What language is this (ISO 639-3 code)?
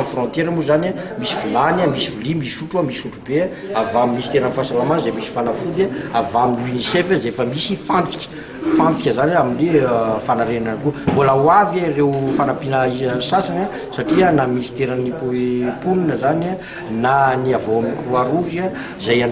mlg